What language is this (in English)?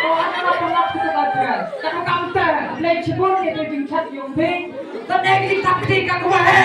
Khasi